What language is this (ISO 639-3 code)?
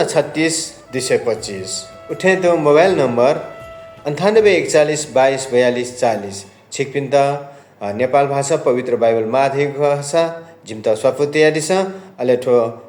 new